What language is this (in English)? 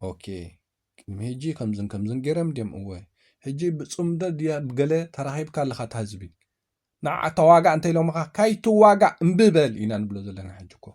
Tigrinya